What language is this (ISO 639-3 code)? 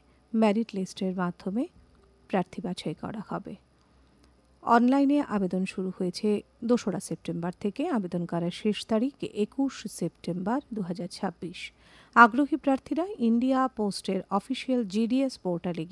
ben